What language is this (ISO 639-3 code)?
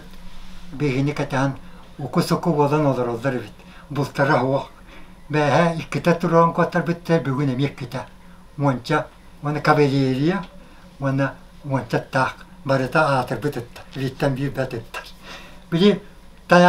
sah